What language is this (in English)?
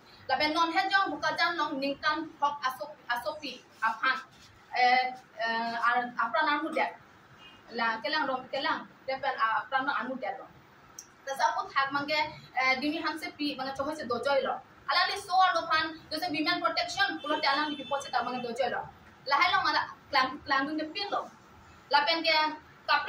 Karbi